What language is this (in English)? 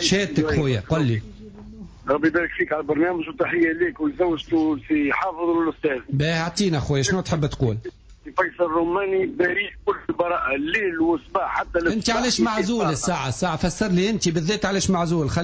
Tunisian Arabic